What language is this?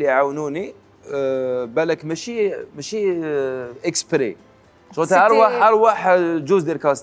Algerian Arabic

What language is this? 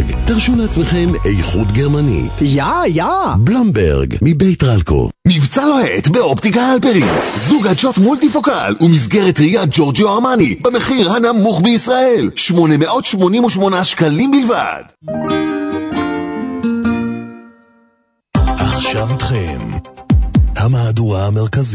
Hebrew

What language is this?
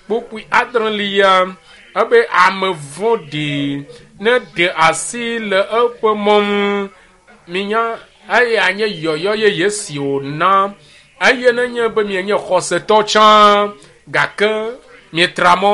Ewe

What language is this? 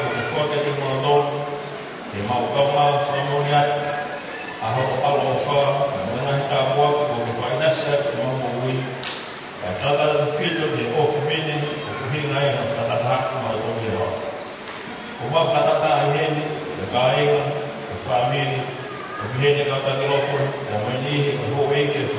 Tongan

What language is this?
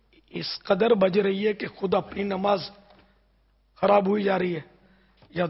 Urdu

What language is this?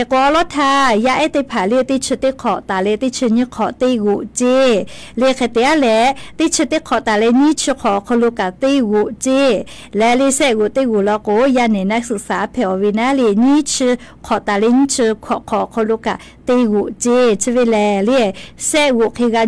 Lahu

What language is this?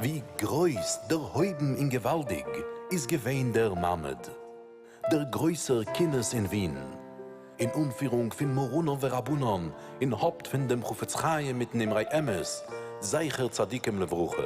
Yiddish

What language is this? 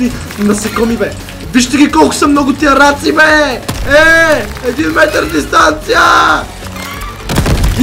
Bulgarian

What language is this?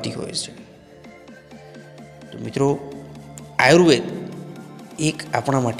Gujarati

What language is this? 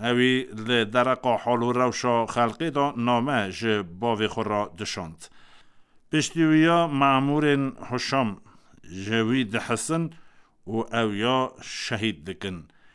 Kurdish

